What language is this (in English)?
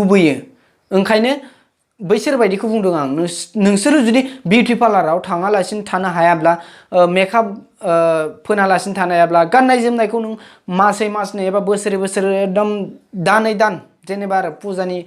Bodo